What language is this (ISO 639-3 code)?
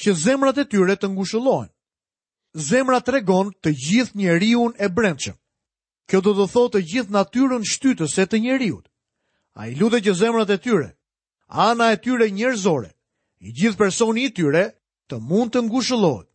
sqi